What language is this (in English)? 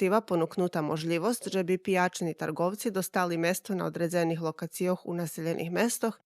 Rusyn